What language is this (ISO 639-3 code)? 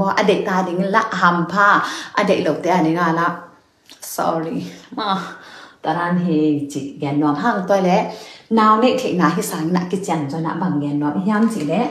ctd